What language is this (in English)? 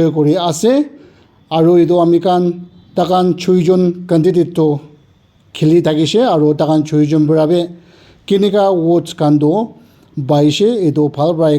Naga Pidgin